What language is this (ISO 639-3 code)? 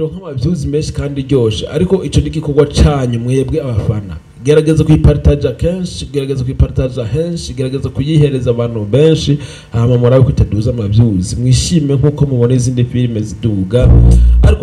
run